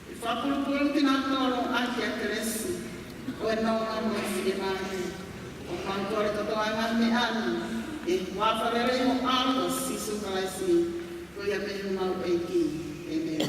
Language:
Tongan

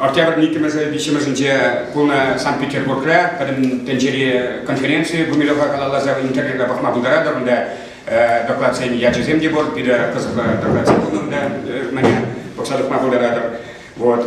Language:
Chuvash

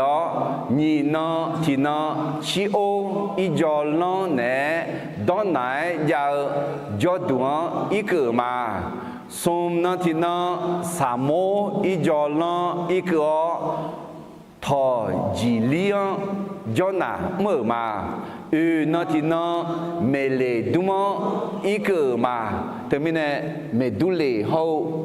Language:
Akha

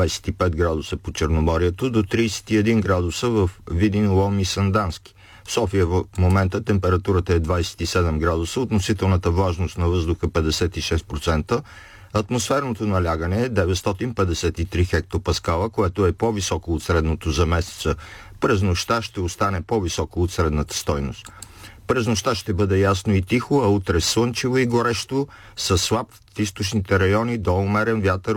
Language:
Bulgarian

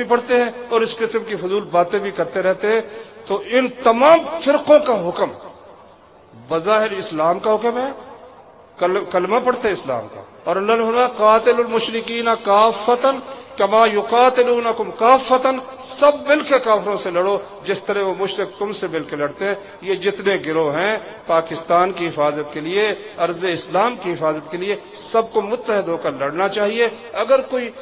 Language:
Urdu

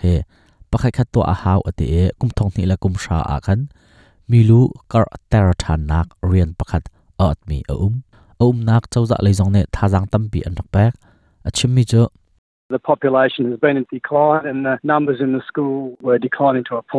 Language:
Hakha Chin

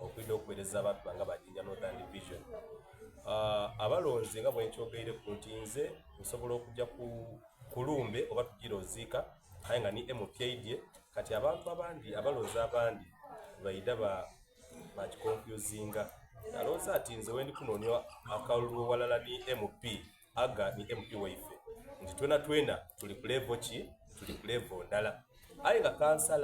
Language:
Soga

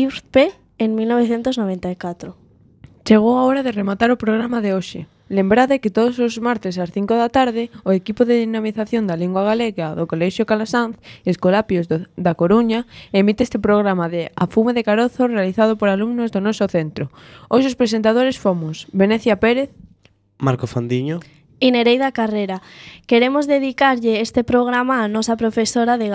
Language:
Galician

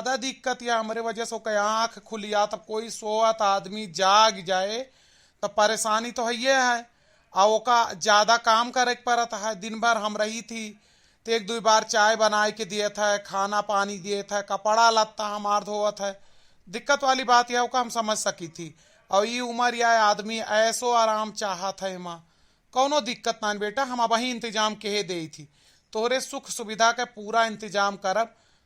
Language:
Awadhi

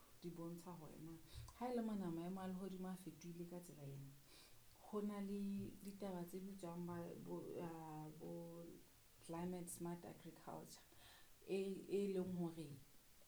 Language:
Southern Sotho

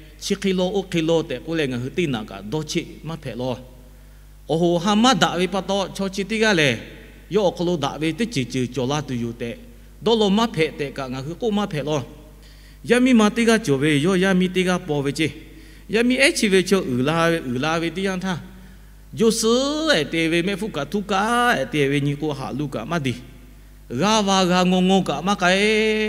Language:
Lahu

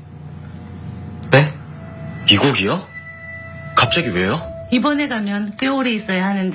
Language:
Korean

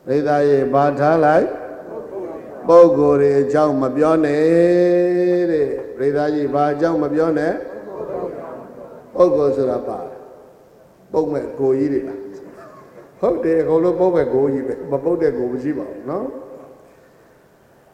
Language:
Burmese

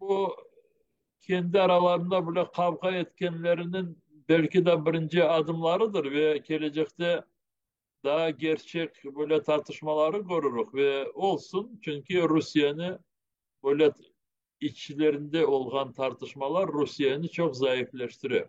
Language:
Crimean Tatar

